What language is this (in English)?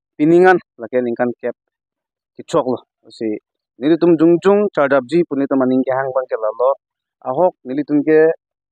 Karbi